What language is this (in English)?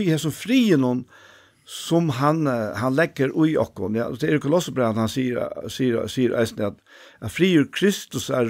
Faroese